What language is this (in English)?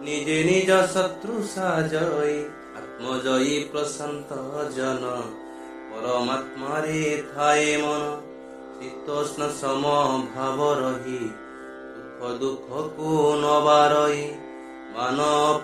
Odia